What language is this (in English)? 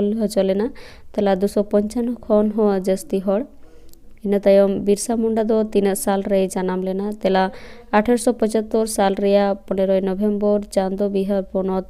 Santali